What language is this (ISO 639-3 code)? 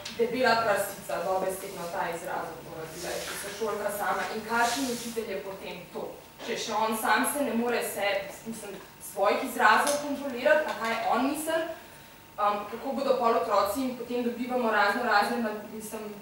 slv